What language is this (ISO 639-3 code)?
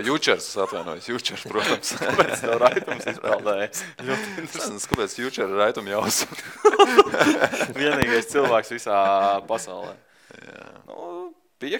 lav